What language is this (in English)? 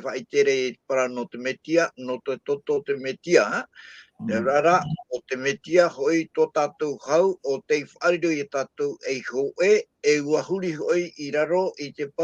Tahitian